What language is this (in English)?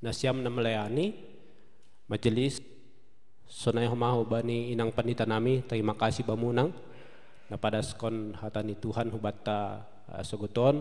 Batak Simalungun